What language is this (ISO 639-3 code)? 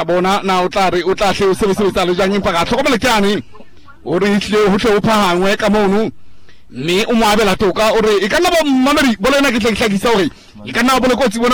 sot